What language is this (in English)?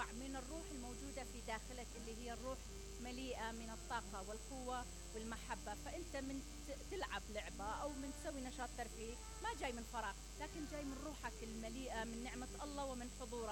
Mesopotamian Arabic